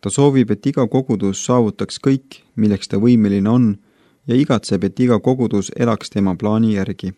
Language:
Estonian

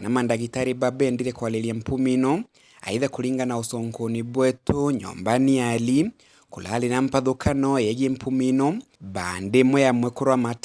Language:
Meru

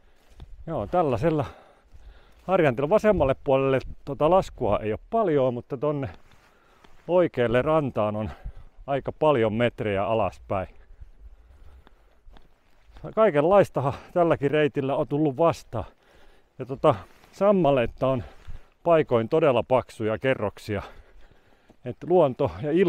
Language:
Finnish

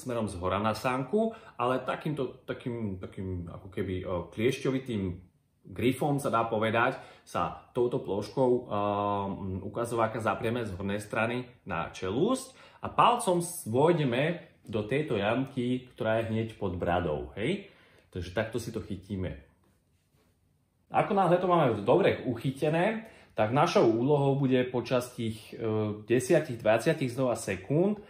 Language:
Slovak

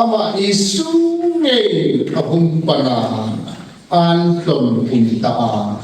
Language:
Hmar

